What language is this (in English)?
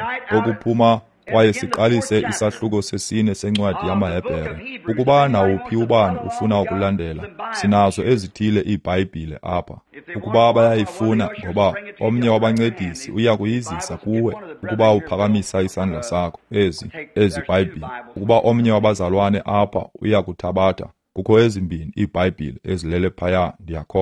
Xhosa